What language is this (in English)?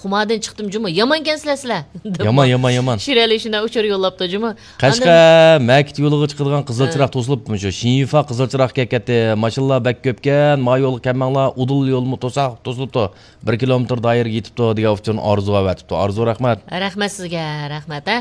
Uyghur